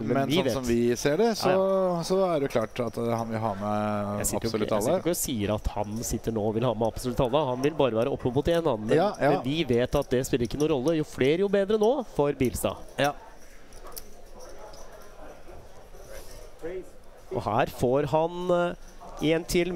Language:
Norwegian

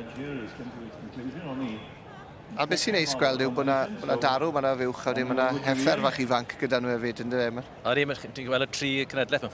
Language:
Welsh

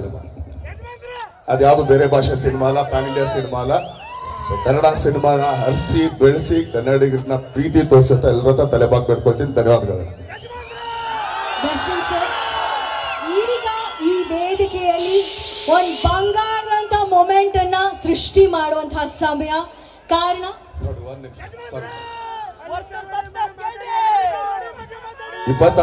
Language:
Kannada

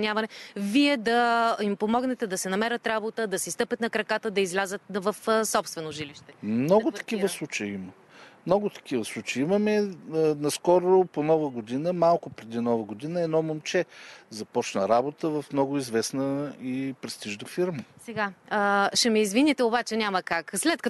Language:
Bulgarian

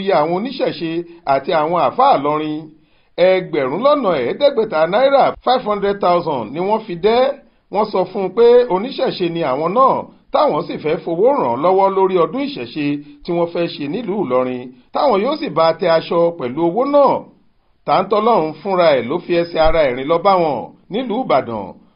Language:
Yoruba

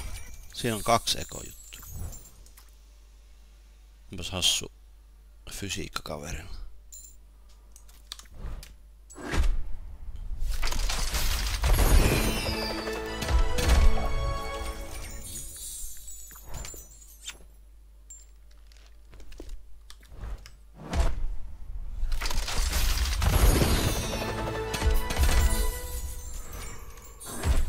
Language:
Finnish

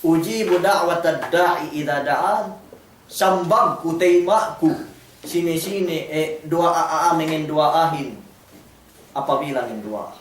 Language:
Yakan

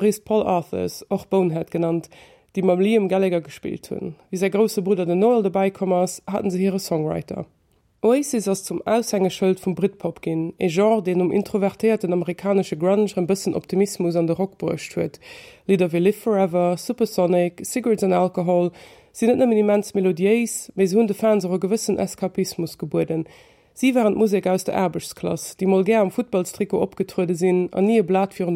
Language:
Luxembourgish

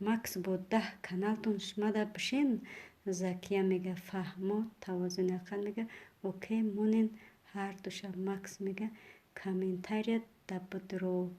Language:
Tajik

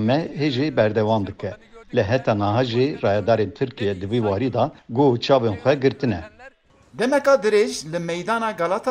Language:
Kurdish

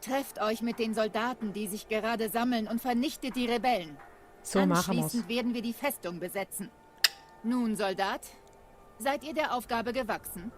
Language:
Swiss German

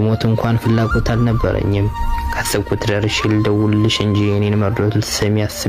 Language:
Amharic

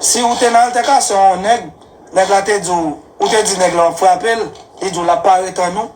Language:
Haitian Creole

